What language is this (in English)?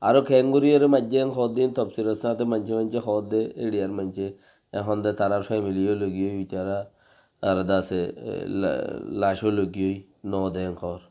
Rohingya